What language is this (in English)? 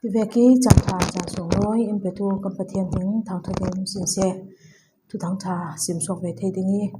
Falam Chin